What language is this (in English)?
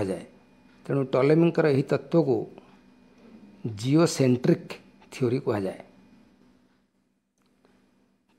Odia